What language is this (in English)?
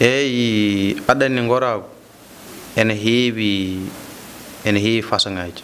Fula